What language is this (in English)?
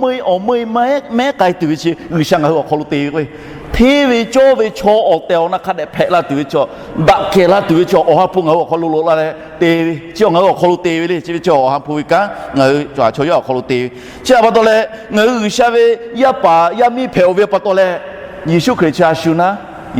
Lahu